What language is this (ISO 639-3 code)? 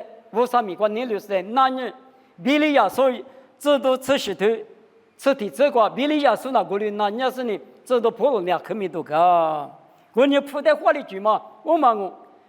lis